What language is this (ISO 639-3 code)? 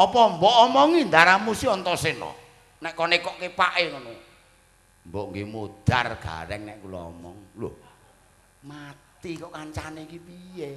jav